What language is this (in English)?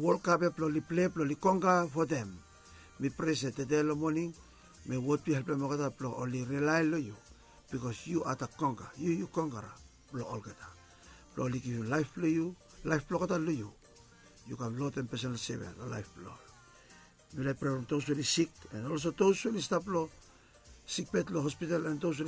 Bislama